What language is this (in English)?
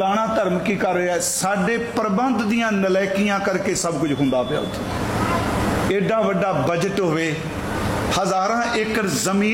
Punjabi